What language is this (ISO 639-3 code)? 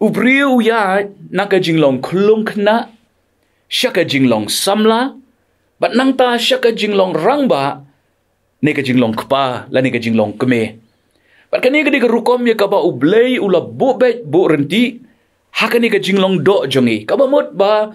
kha